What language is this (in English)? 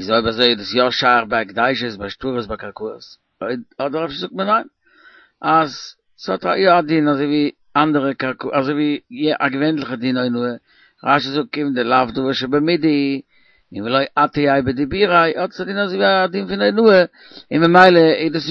Yiddish